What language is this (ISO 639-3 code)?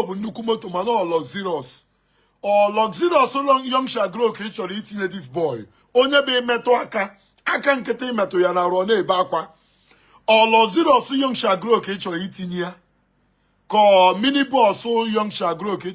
ibo